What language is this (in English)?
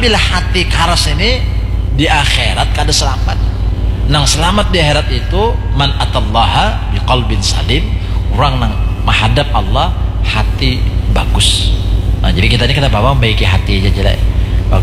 Banjar